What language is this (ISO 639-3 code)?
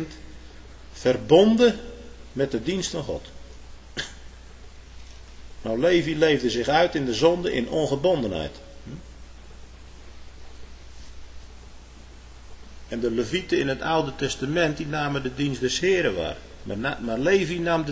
nld